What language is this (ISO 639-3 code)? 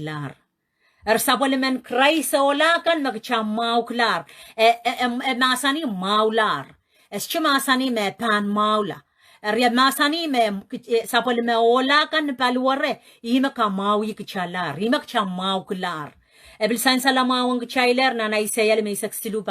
pon